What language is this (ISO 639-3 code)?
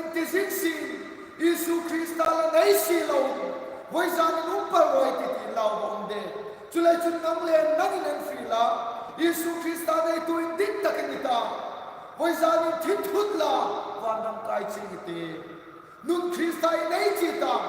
hmr